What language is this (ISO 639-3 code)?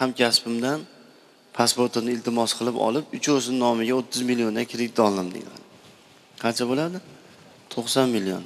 uzb